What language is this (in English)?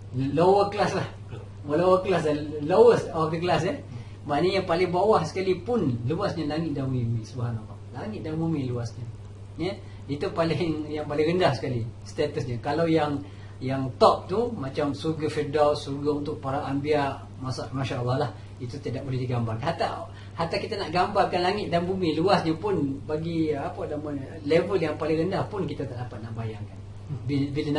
Malay